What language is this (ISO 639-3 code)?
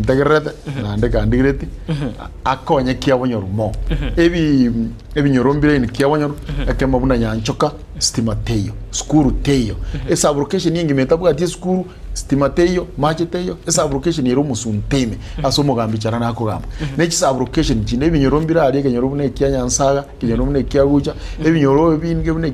guz